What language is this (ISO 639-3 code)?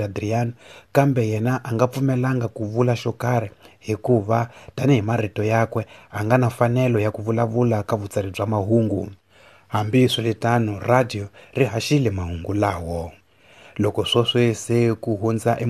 tso